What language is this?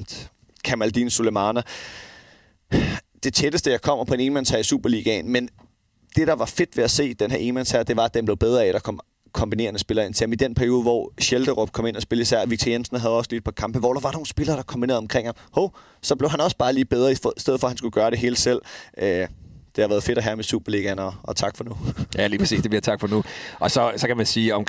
Danish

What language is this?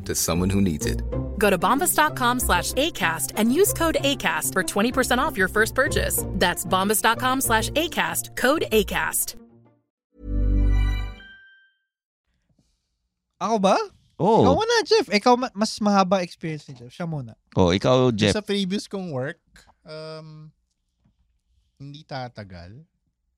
Filipino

